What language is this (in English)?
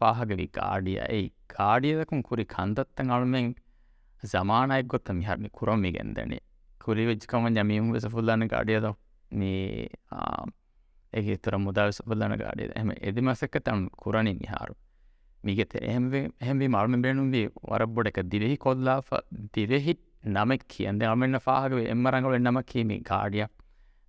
Divehi